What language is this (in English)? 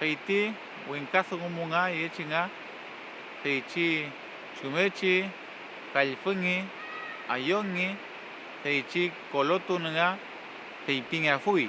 Mapuche